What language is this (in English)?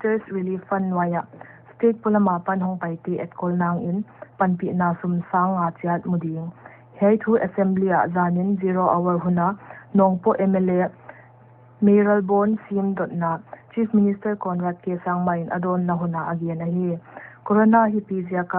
Paite Chin